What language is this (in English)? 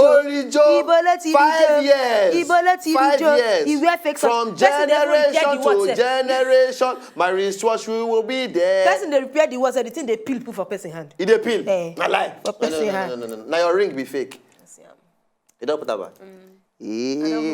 Nigerian Pidgin